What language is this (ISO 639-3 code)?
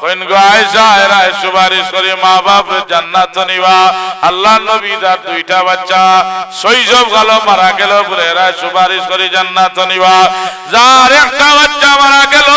syl